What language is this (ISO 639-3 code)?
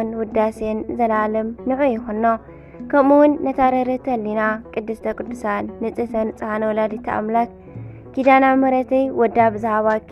tir